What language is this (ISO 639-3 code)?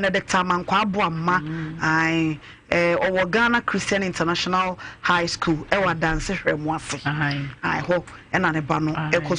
aka